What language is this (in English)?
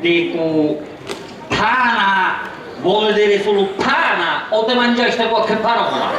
Sicilian